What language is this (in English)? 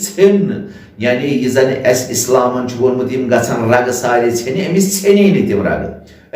Kashmiri